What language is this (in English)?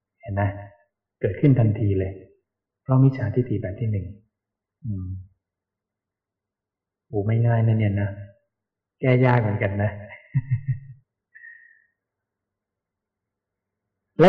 Thai